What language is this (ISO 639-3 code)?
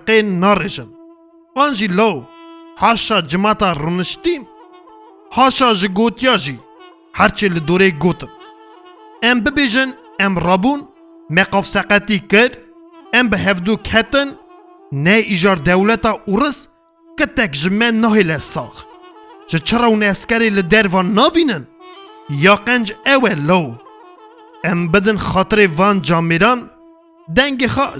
kur